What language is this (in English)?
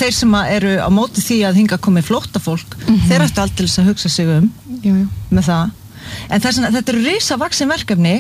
Icelandic